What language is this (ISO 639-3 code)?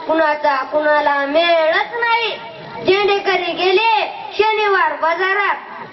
mar